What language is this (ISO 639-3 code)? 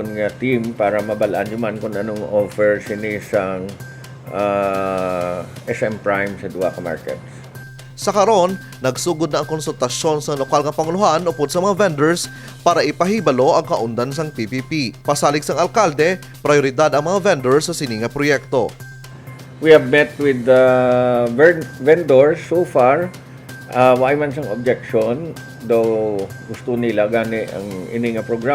hil